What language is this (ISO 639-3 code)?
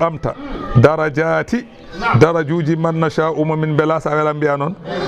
ful